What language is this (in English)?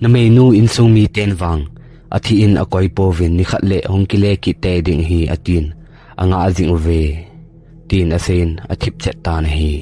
Thado Chin